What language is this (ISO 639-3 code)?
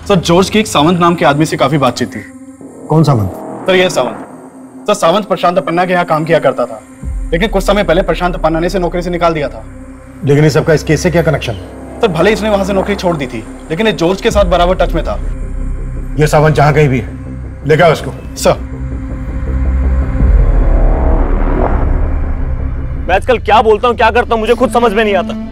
hin